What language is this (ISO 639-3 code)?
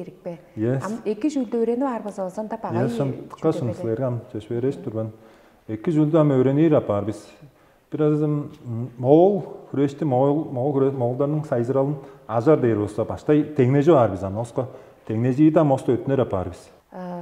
tyv